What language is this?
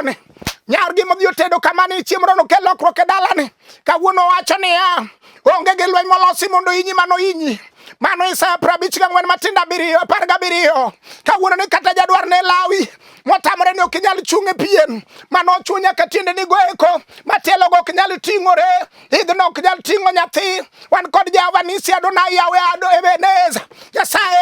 Luo (Kenya and Tanzania)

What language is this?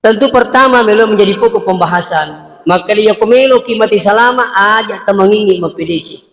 Buginese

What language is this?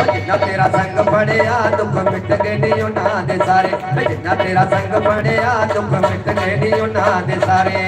Dogri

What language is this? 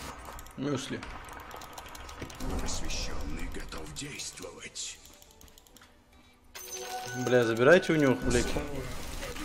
Russian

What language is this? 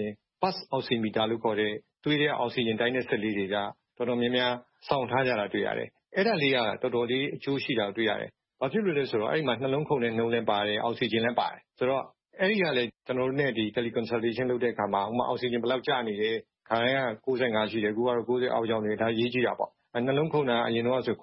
Burmese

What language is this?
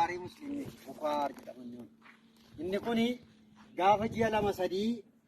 Oromo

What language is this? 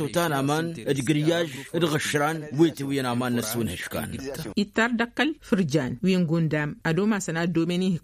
Tamasheq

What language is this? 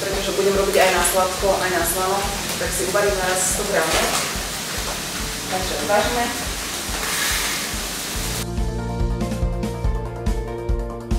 Slovak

